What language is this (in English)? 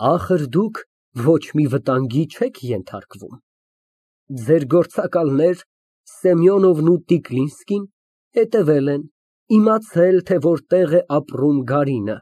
Armenian